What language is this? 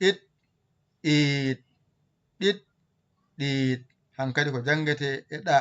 Fula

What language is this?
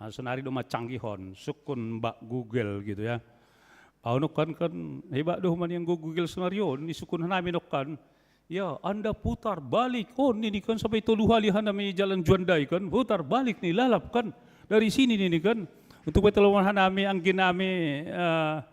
Batak Simalungun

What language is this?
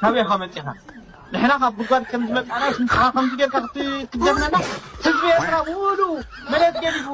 Tigrinya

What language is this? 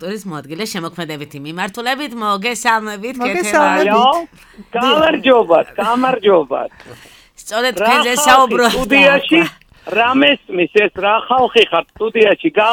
Georgian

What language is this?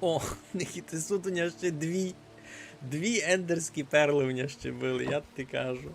Rusyn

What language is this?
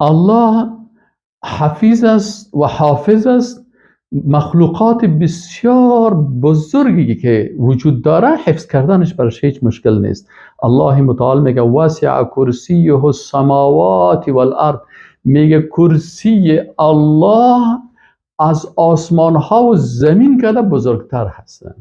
Persian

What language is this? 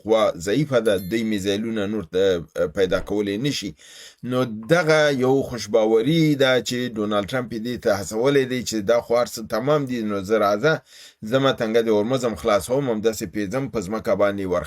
Pashto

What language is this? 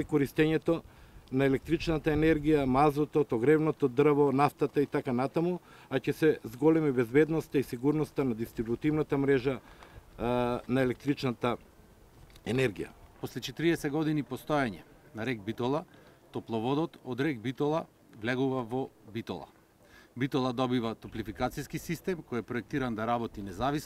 Macedonian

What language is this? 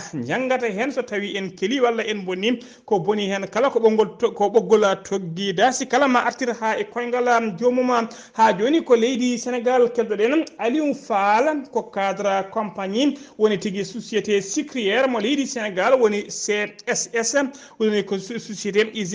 Fula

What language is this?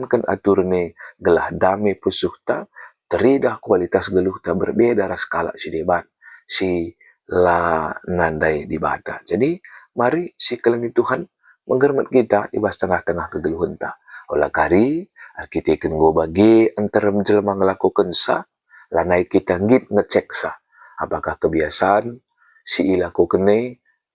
Batak Karo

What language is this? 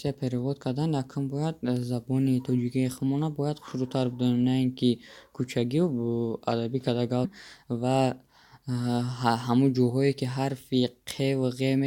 Tajik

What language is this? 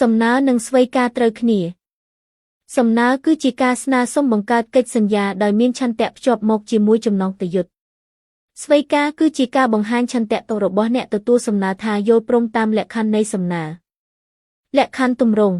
Khmer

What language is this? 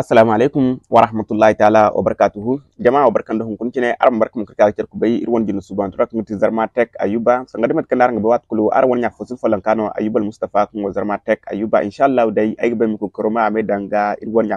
Zarma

